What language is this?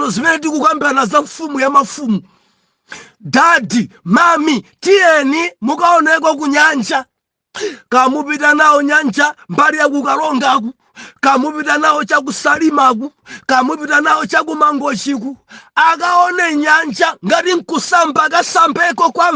Nyanja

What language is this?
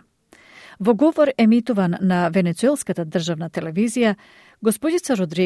Macedonian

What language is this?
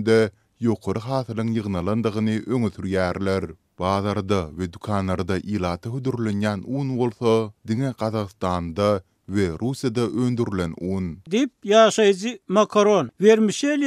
Turkmen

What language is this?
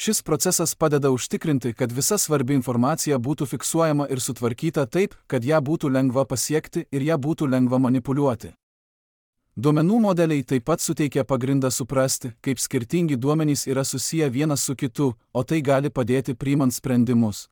Lithuanian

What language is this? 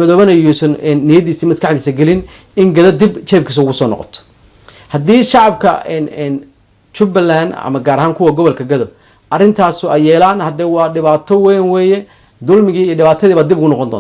Somali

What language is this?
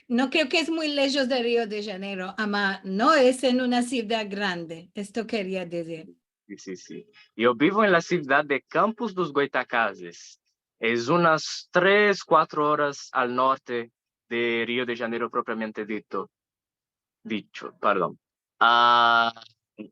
Ladino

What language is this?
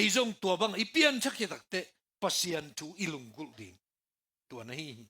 Tedim Chin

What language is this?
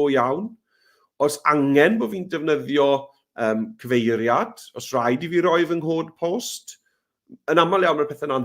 Welsh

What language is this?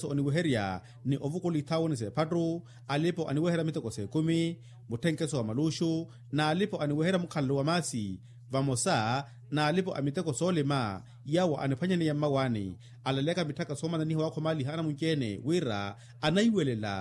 Makhuwa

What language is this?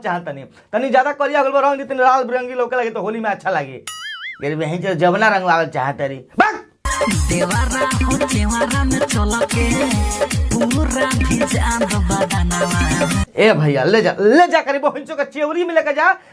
Bhojpuri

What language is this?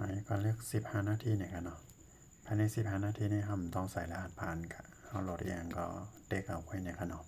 Shan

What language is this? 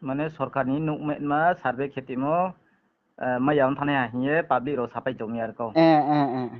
Riang (India)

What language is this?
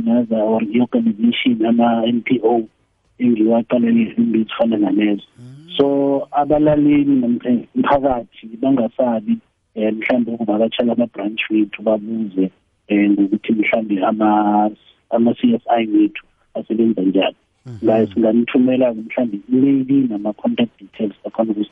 South Ndebele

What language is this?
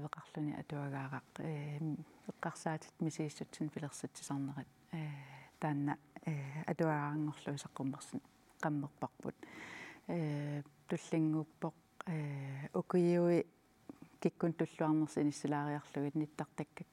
Kalaallisut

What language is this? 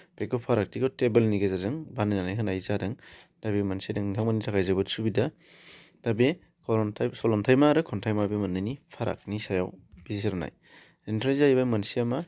Bodo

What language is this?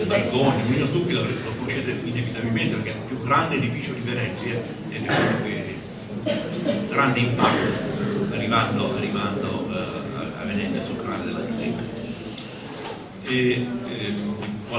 Italian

